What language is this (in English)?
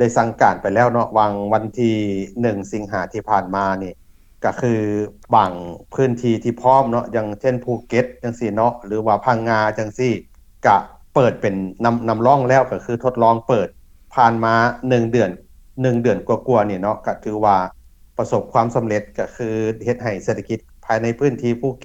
Lao